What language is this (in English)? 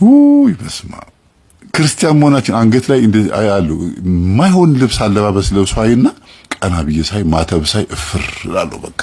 Amharic